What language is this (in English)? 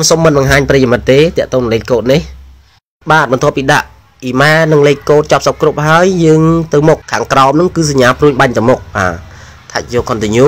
Khmer